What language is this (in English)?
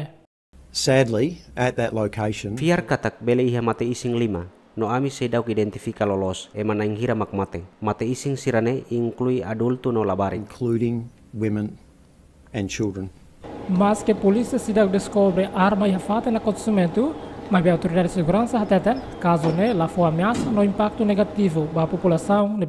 Tetum